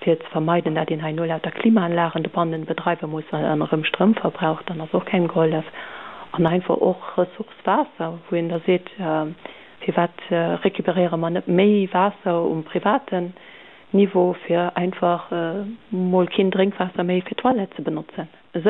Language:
Luxembourgish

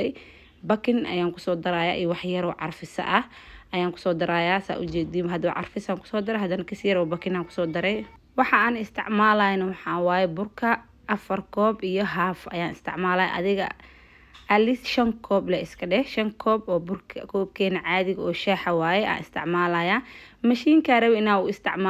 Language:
Somali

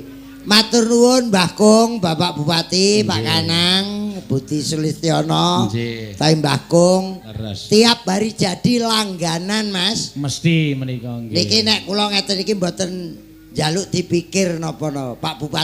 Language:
Javanese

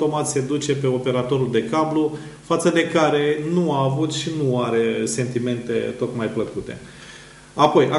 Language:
Romanian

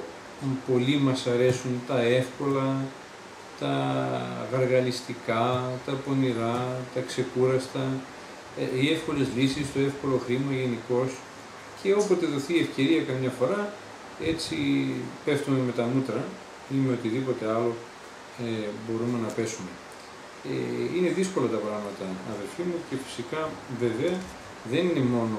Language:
Greek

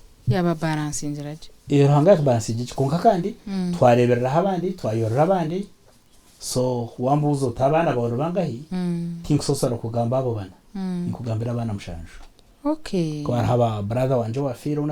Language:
Nyankole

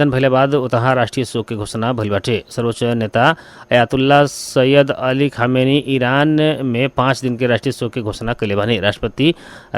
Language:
Bhojpuri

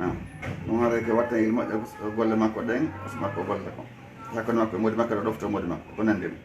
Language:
Fula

